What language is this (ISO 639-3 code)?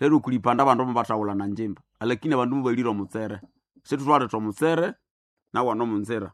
nnb